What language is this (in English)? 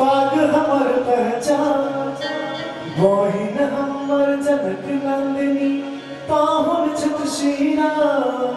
Maithili